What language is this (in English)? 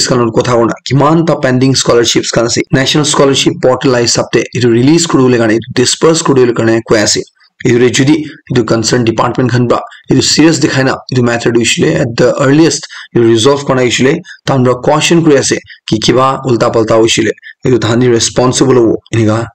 Naga Pidgin